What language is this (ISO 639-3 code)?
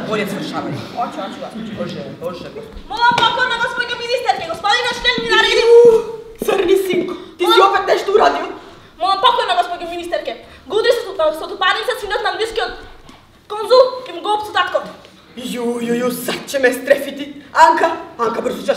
srp